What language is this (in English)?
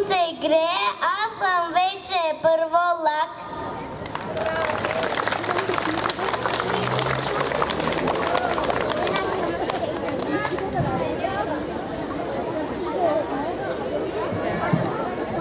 Bulgarian